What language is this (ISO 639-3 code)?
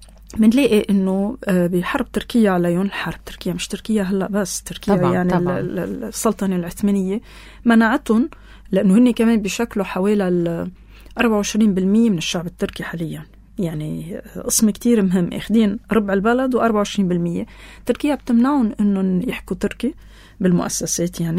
apc